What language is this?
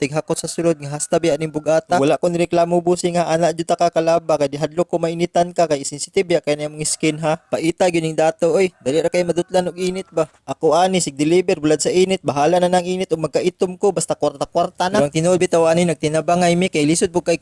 Cebuano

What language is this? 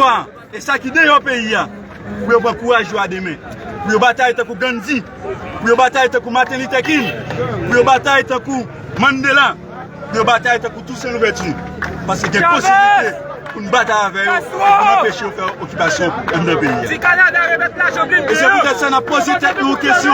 Haitian Creole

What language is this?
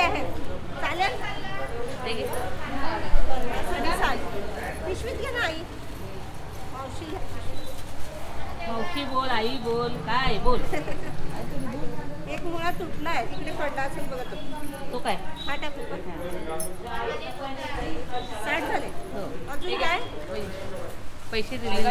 Marathi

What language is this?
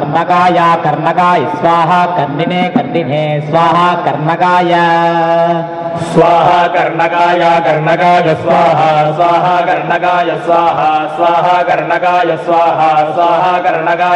Sanskrit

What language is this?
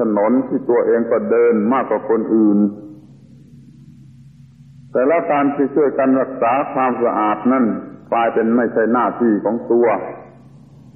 Thai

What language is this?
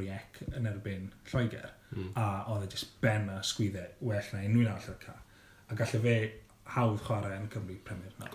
Welsh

